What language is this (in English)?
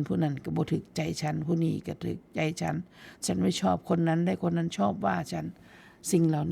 Northeastern Thai